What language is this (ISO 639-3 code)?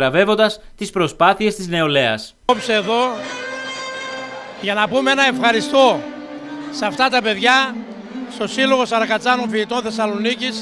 ell